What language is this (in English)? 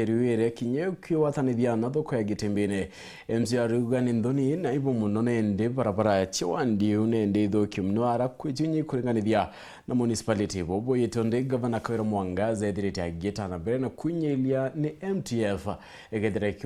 Meru